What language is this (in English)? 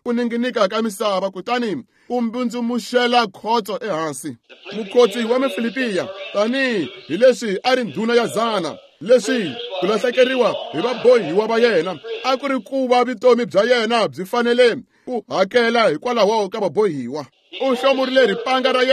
Tsonga